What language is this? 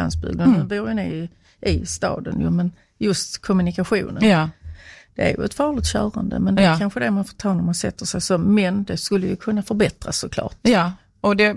Swedish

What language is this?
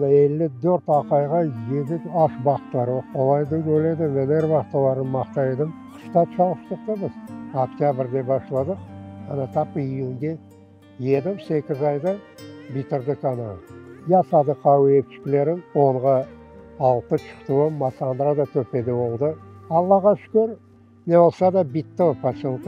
Crimean Tatar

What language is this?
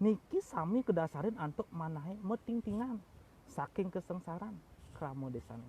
Balinese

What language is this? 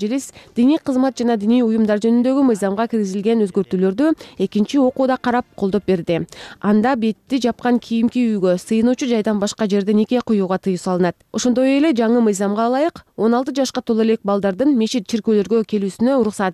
Kyrgyz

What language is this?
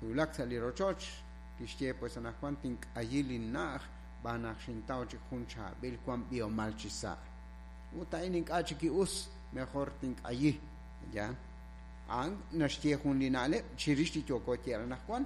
Kekchí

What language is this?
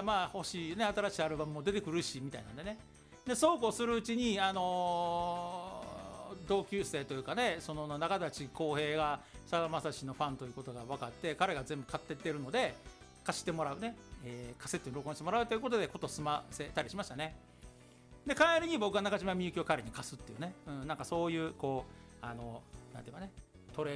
Japanese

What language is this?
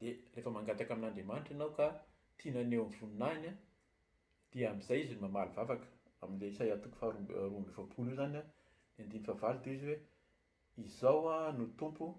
Malagasy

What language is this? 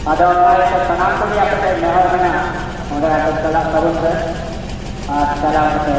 Santali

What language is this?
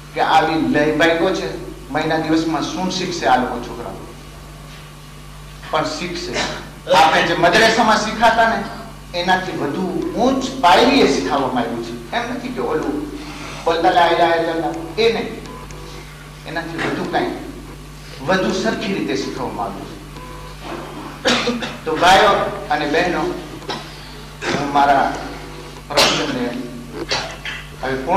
Gujarati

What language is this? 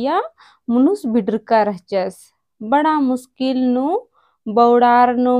Kurukh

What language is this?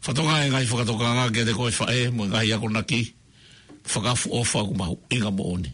Tongan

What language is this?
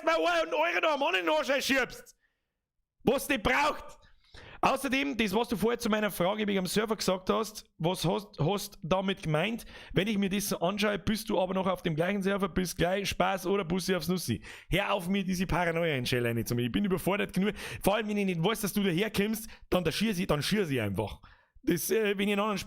Bavarian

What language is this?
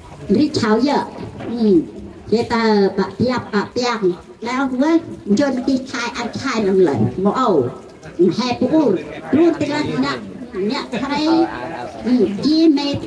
Central Mnong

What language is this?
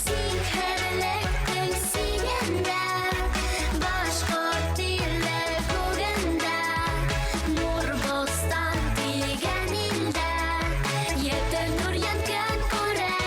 Bashkir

